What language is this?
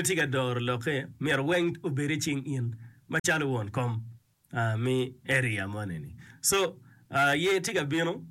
Acoli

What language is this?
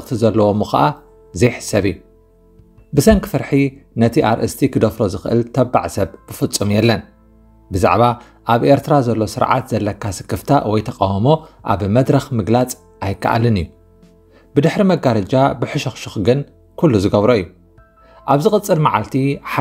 Tigrinya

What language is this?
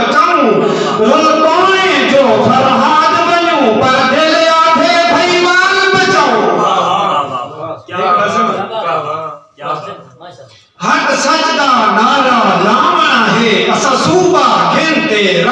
Saraiki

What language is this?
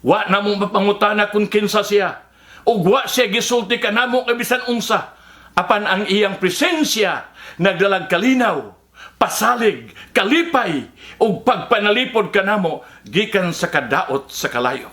Cebuano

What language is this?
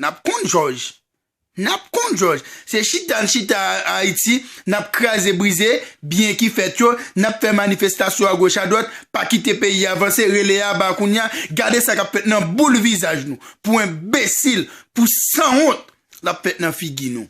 Haitian Creole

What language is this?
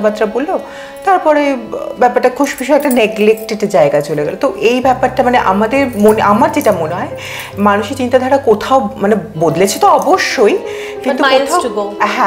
Bangla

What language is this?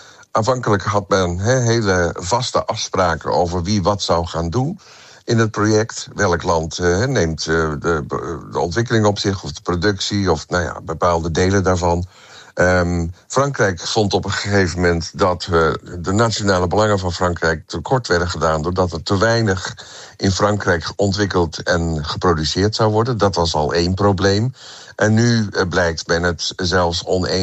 Dutch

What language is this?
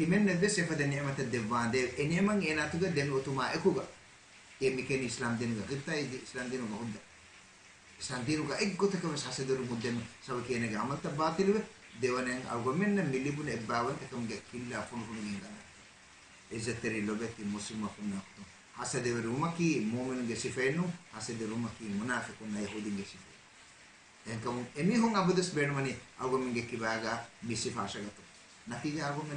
Divehi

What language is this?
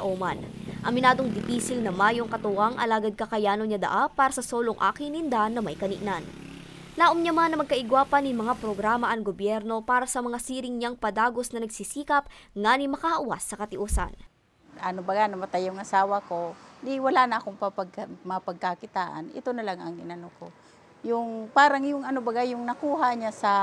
Bikol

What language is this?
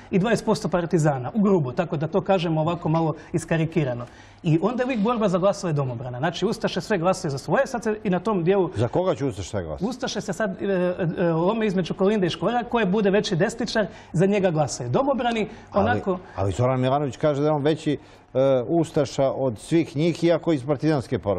Serbian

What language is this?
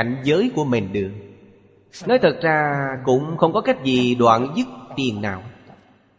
Vietnamese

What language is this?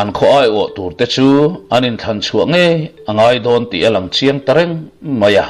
Mizo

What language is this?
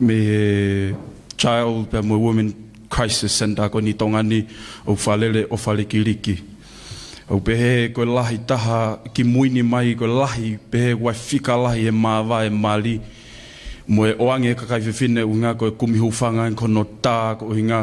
Tongan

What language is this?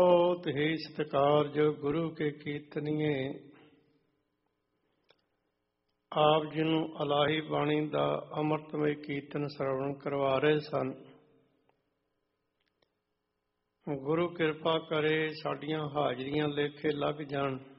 Punjabi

